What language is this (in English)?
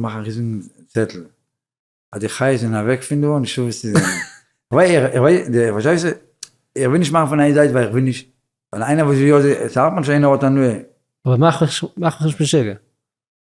Yiddish